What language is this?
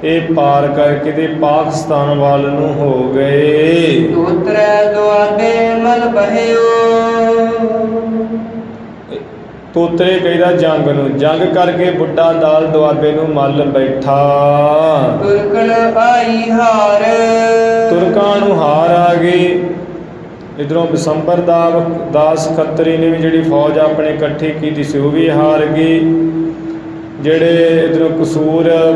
Punjabi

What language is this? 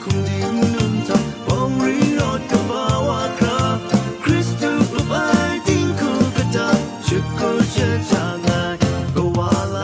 Kachin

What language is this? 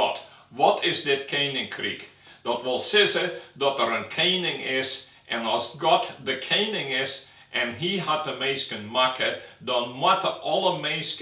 Western Frisian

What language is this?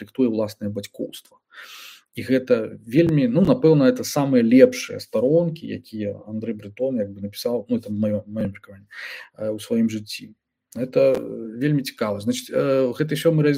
Belarusian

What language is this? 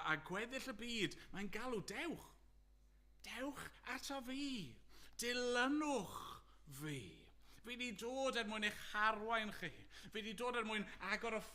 Welsh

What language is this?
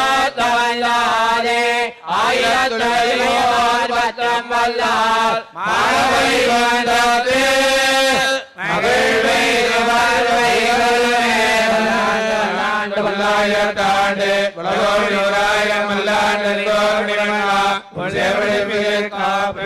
Tamil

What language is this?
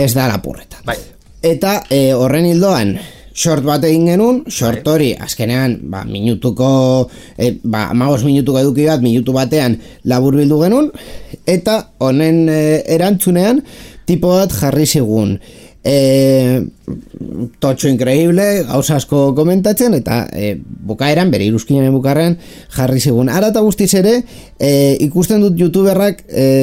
Basque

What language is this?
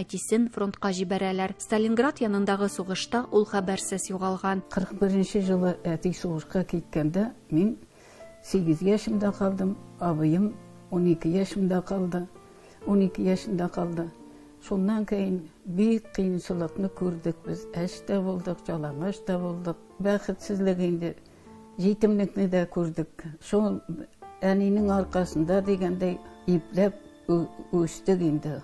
Tatar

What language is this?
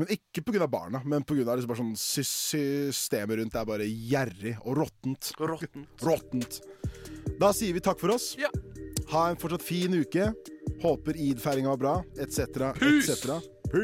Norwegian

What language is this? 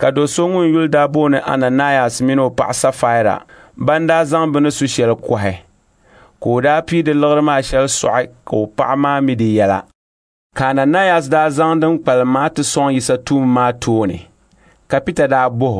Dagbani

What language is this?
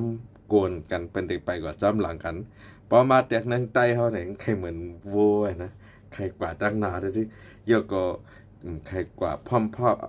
Shan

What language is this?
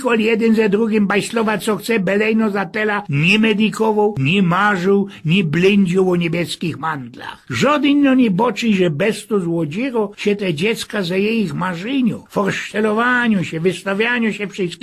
Silesian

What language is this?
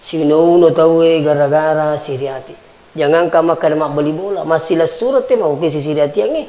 Buginese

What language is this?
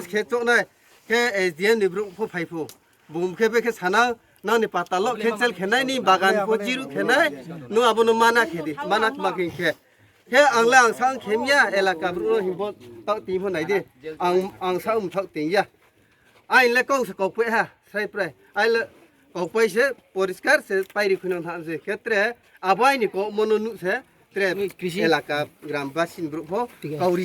Riang (India)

